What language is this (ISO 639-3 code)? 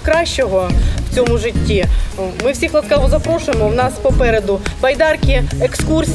ukr